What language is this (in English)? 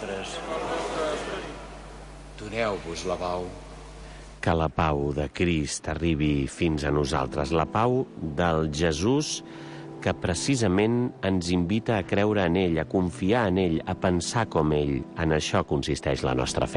Catalan